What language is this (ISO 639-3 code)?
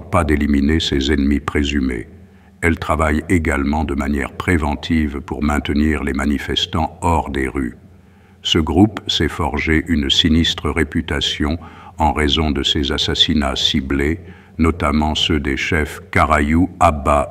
fra